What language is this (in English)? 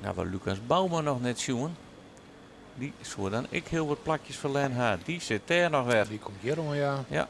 Western Frisian